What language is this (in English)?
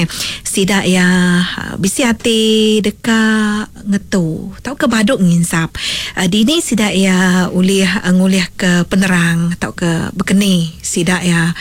Iban